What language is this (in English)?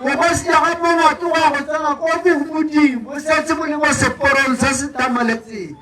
Tswana